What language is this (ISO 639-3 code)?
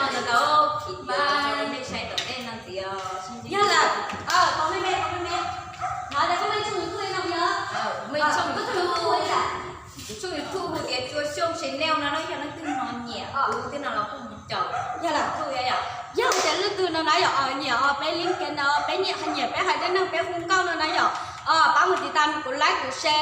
hmn